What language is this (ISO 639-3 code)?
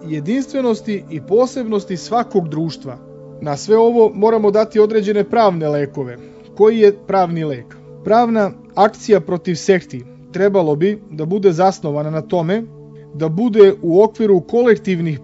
srp